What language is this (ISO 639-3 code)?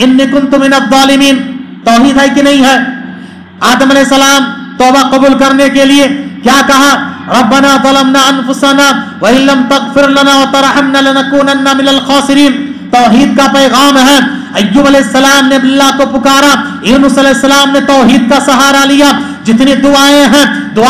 urd